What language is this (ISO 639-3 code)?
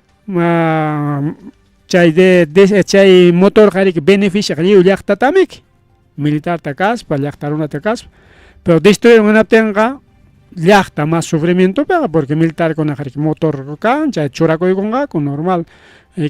quy